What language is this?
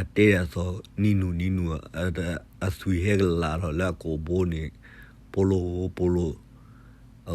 S'gaw Karen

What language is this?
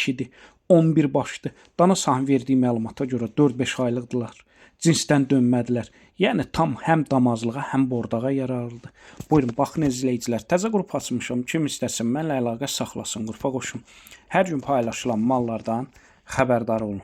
Azerbaijani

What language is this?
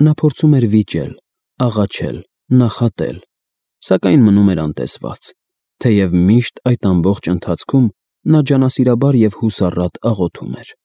Armenian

